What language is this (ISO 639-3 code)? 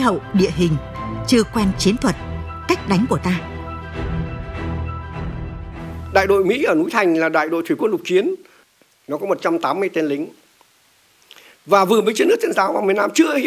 vie